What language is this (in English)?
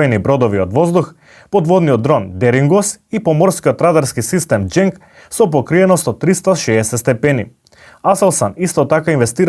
Macedonian